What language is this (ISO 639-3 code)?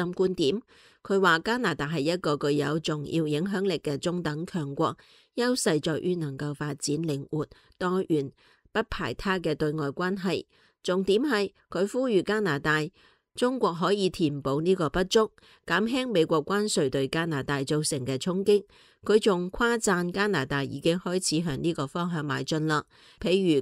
yue